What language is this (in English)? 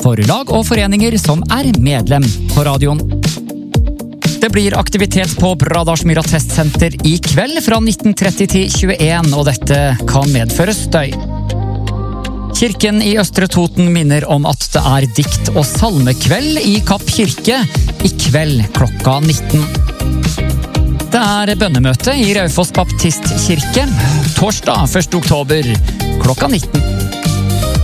Norwegian